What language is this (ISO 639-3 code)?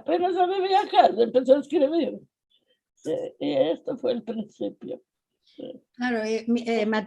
lad